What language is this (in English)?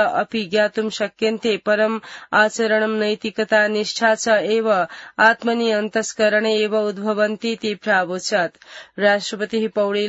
Sanskrit